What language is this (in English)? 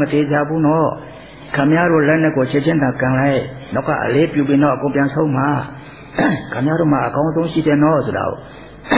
Burmese